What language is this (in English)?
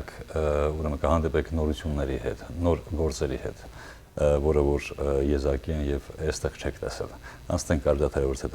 Western Armenian